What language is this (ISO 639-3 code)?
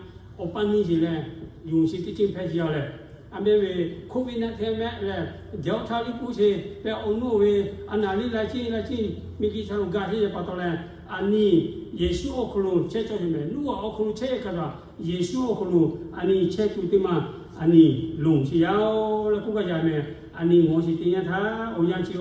lhu